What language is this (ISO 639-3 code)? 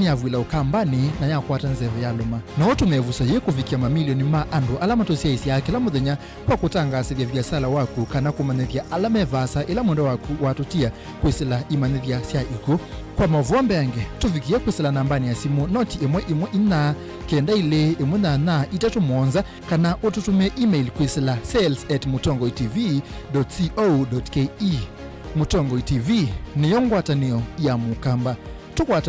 kam